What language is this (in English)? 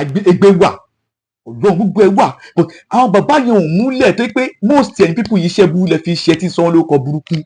Yoruba